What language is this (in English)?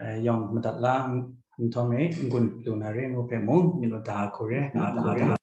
Kachin